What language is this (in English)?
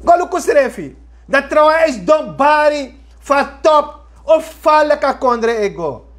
Sranan Tongo